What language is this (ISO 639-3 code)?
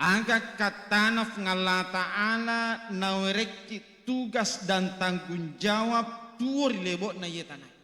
bug